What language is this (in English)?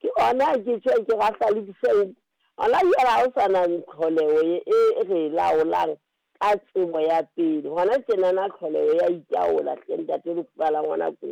Southern Sotho